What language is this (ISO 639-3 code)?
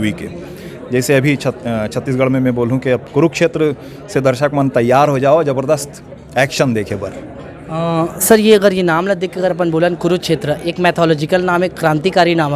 hne